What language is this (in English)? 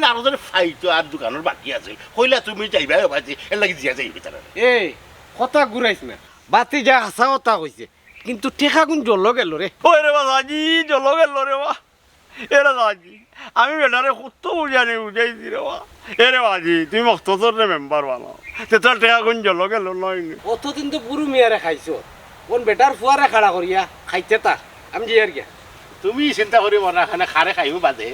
Sylheti